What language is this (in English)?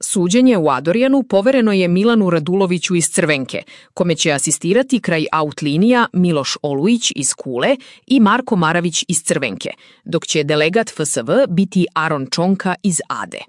Serbian